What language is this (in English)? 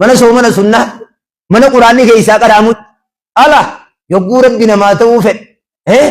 Oromo